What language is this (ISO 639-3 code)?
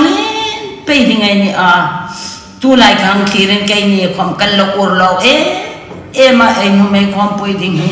hmr